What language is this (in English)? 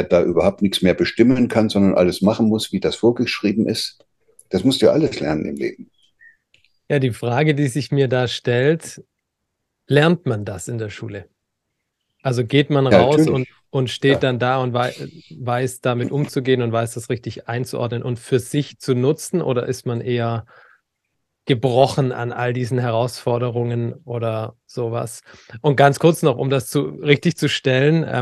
German